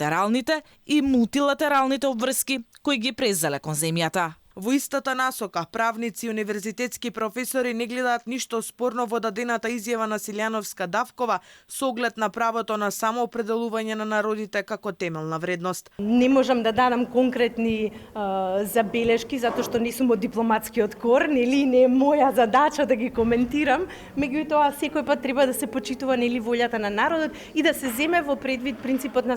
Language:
Macedonian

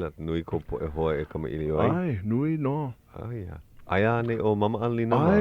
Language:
Hawaiian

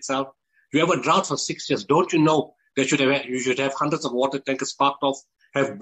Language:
Afrikaans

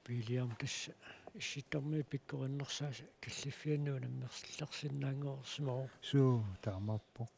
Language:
Kalaallisut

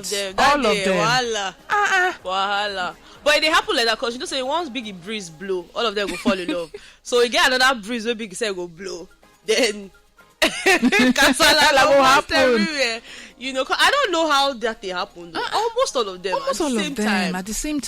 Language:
Nigerian Pidgin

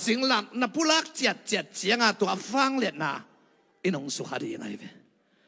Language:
Tedim Chin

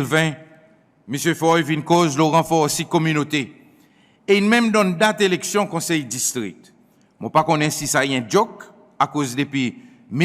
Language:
Seselwa Creole French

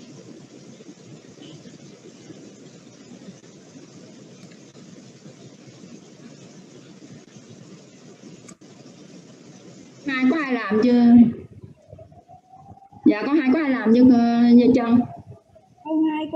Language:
Vietnamese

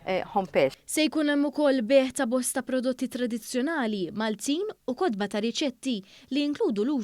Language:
Maltese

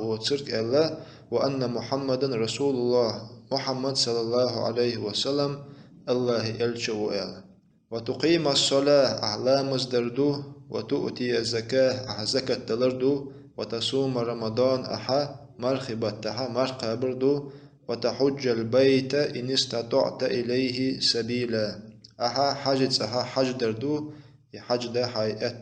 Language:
Chechen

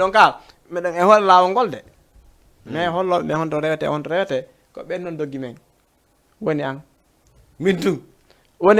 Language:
Fula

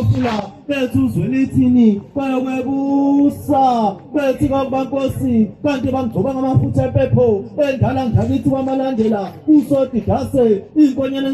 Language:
Zulu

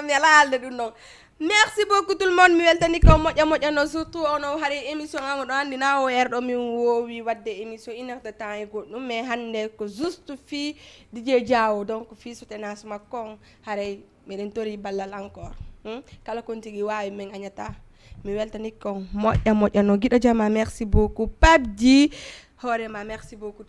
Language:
Fula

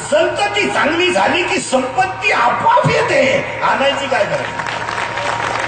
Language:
Marathi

